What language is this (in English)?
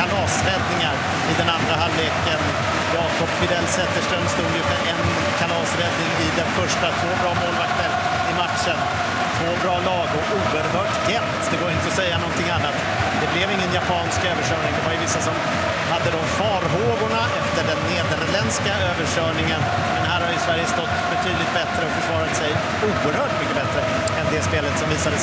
Swedish